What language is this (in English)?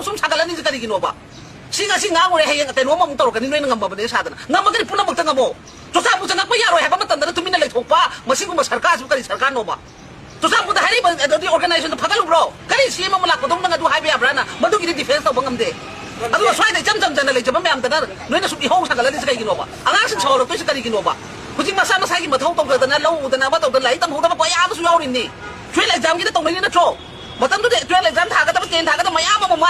Manipuri